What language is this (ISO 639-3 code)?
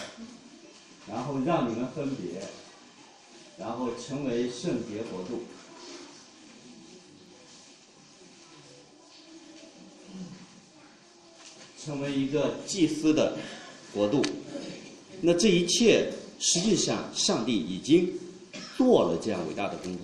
zho